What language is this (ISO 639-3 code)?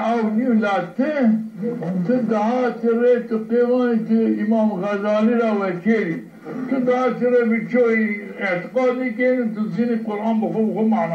zza